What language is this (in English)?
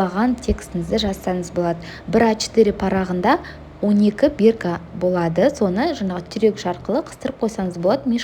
Kazakh